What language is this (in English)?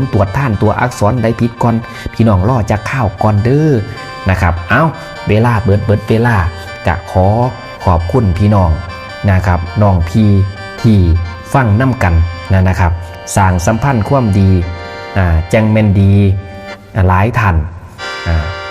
Northeastern Thai